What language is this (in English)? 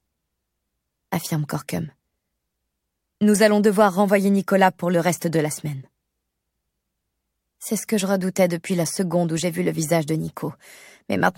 French